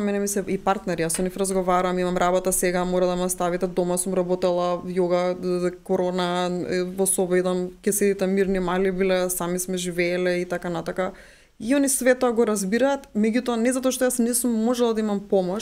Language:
Macedonian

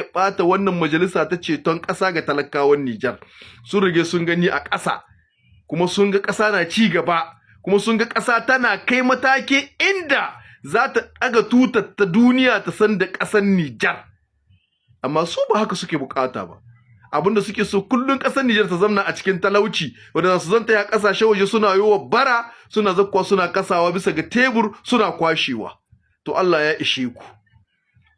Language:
Hausa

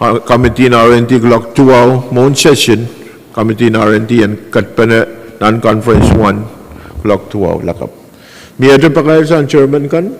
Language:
Pohnpeian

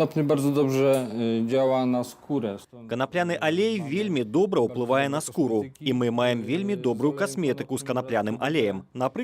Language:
Belarusian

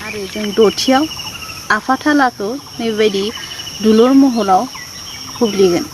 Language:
Bodo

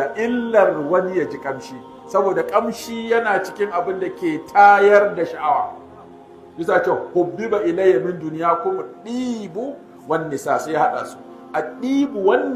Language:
Hausa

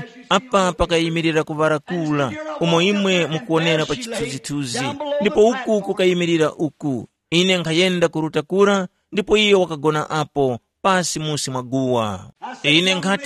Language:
Tumbuka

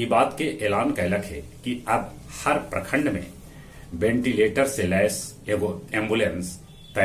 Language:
Magahi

